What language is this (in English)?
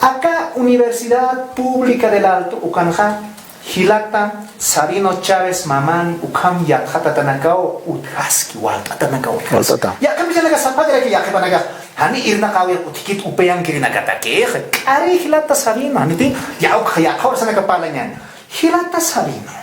Aymara